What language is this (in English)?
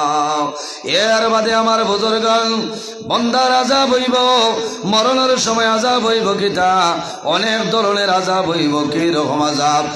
Sylheti